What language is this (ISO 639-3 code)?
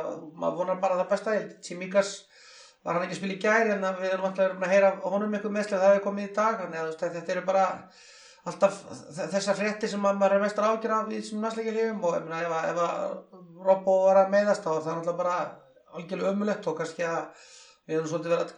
isl